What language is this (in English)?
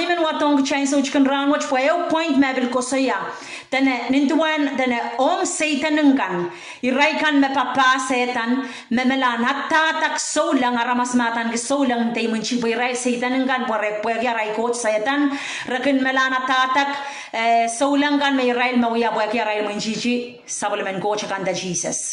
Pohnpeian